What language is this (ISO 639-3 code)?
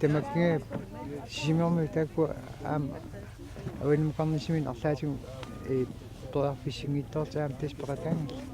kal